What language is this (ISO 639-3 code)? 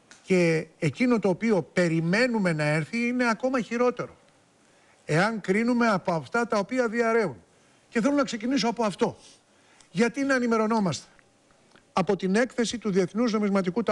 ell